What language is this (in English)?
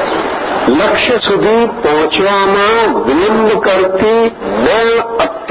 Gujarati